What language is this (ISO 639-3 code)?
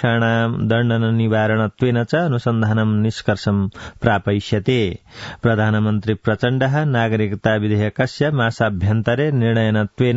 san